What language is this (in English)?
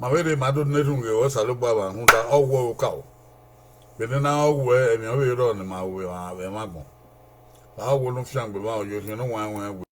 Bini